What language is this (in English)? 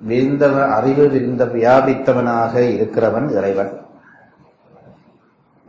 Tamil